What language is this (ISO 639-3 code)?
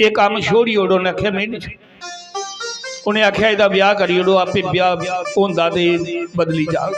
doi